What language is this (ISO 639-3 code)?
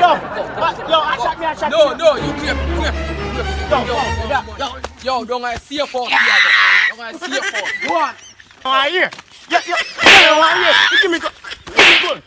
jam